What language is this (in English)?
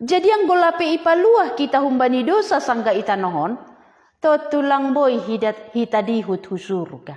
Batak Simalungun